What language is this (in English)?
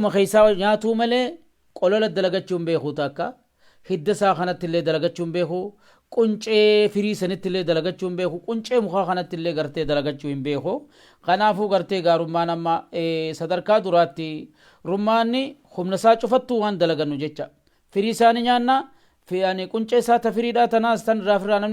Oromo